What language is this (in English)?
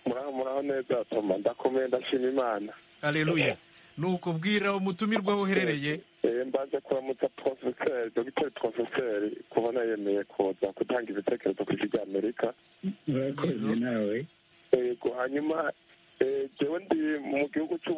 Kinyarwanda